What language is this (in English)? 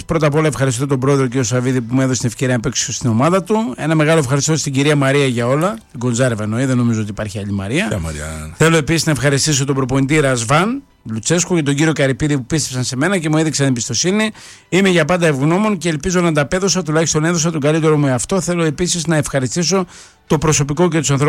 Greek